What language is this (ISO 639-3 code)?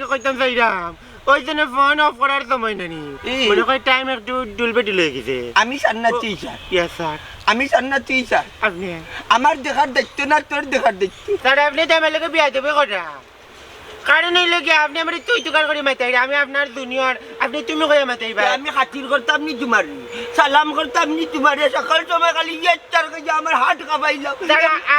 syl